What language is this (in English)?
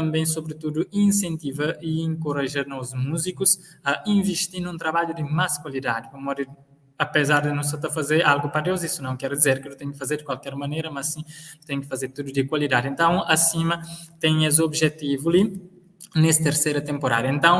Kabuverdianu